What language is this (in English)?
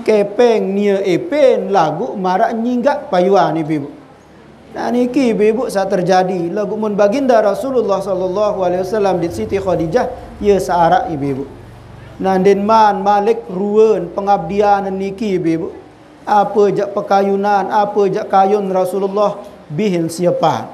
Sasak